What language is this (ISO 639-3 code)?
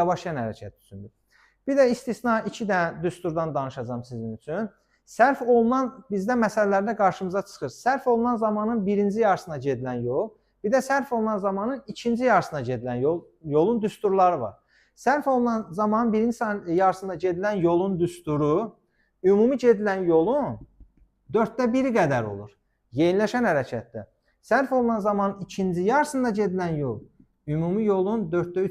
aze